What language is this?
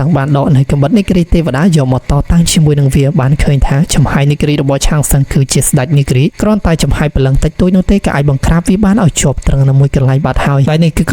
Khmer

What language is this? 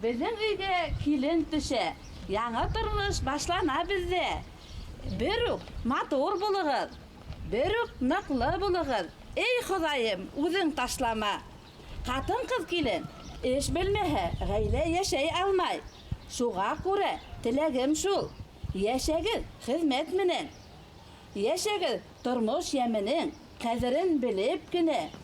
Bashkir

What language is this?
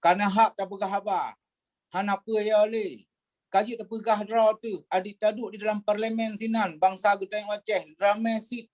Achinese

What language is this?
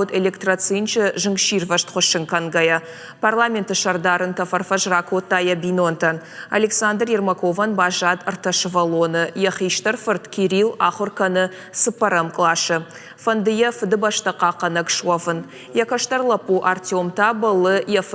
Ossetic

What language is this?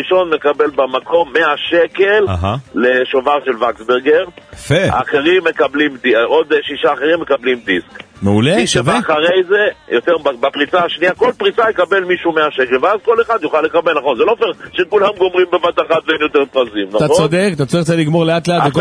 Hebrew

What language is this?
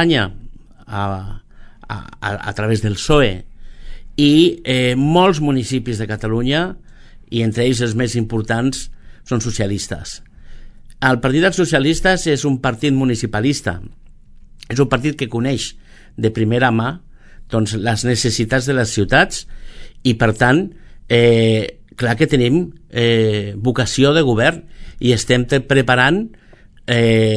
Catalan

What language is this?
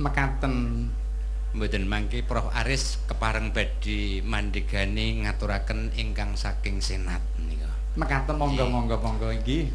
Javanese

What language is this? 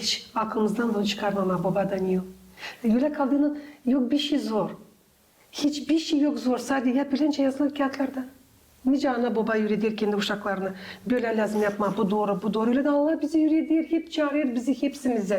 Gagauz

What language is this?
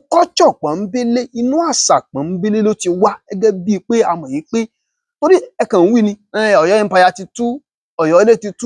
Yoruba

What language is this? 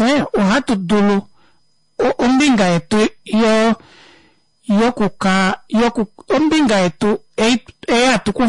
Kuanyama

